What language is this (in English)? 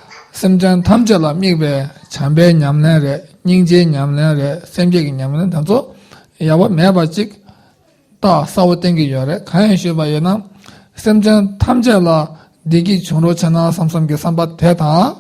Tibetan